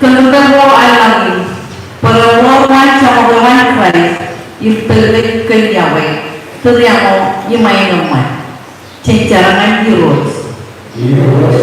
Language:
Marshallese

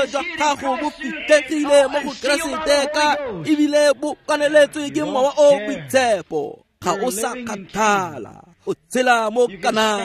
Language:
Tswana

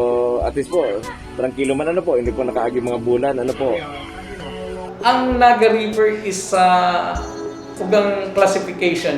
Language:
Bikol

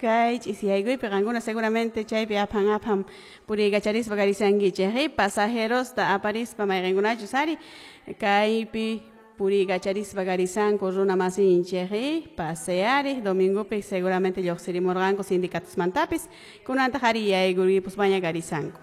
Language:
Quechua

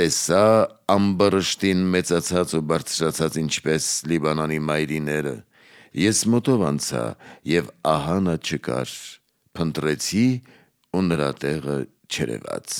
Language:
Armenian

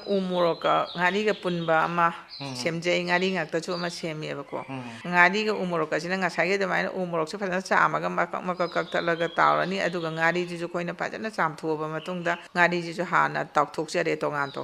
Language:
Manipuri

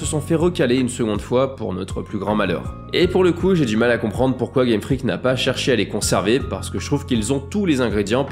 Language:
French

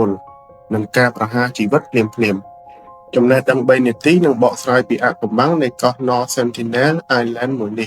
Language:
Khmer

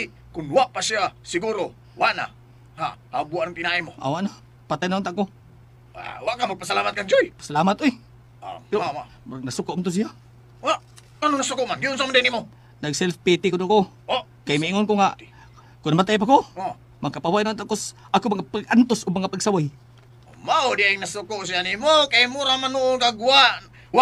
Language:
Cebuano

